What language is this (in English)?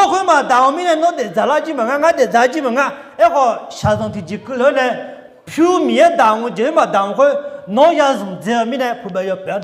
Akha